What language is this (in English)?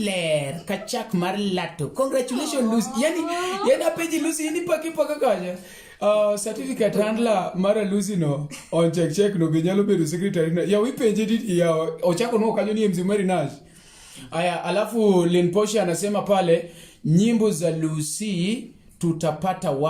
Luo (Kenya and Tanzania)